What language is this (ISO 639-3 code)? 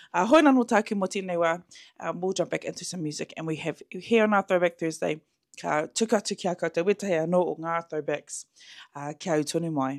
mri